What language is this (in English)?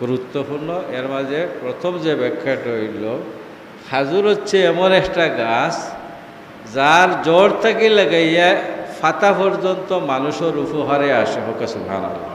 Sylheti